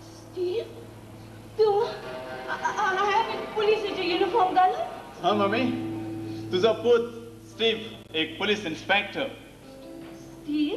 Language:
Konkani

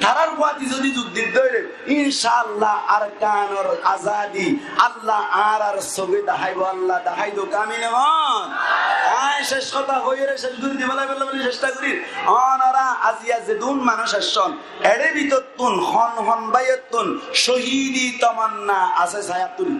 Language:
Rohingya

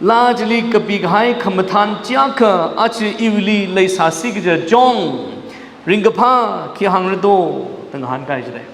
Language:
Tangkhul Naga (India)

